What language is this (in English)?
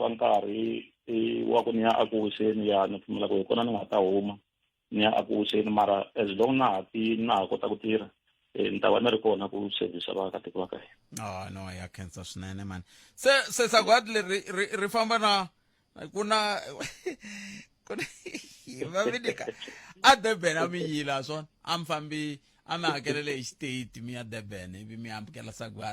Tsonga